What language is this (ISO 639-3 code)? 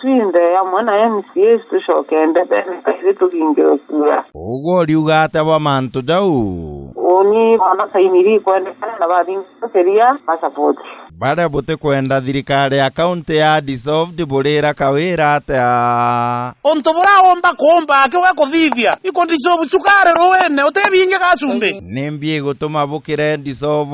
mer